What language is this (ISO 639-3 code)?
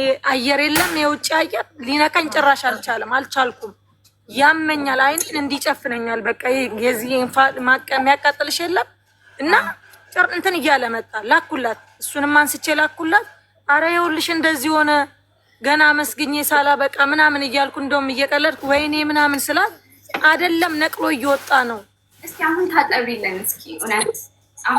amh